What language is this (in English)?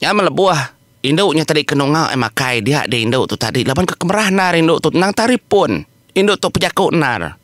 Iban